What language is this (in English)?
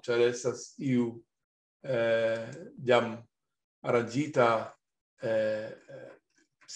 Esperanto